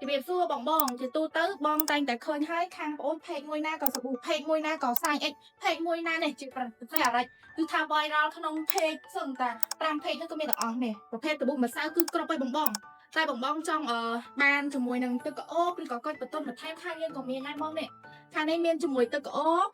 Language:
Khmer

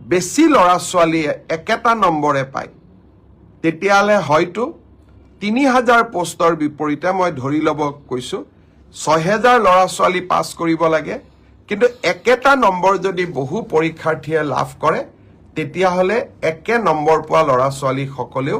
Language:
Assamese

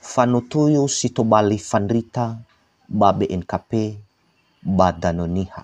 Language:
Nias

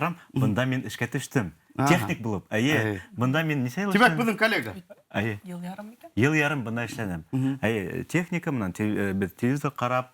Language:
Bashkir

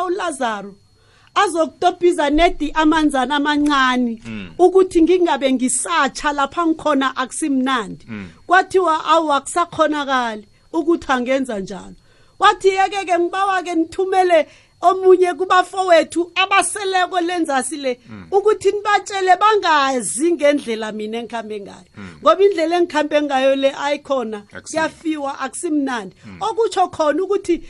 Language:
South Ndebele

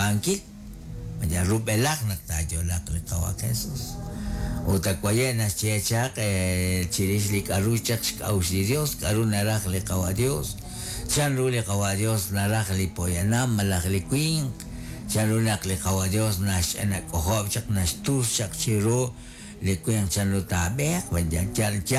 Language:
Kekchí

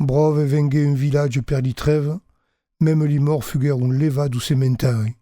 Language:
Occitan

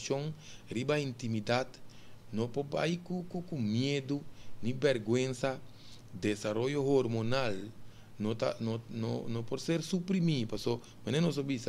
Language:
Papiamento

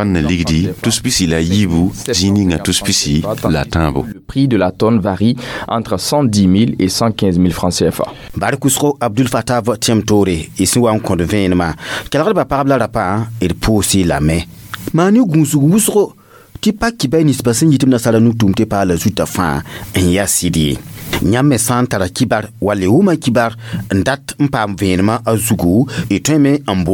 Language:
Mossi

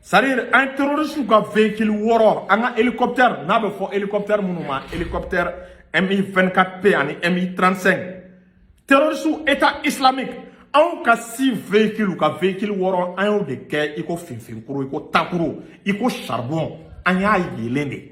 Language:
Bambara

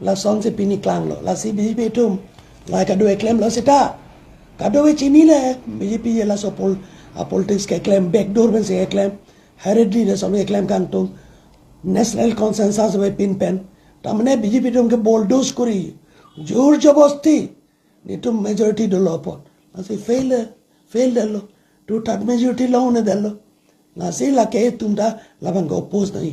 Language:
Karbi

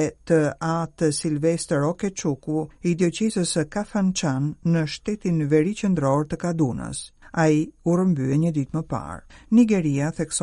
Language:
Albanian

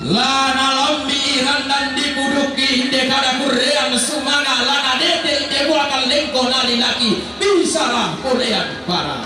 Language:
Toraja-Sa'dan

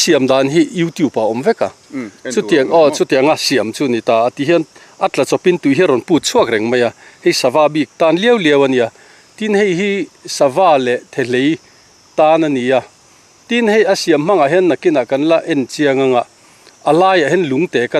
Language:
Mizo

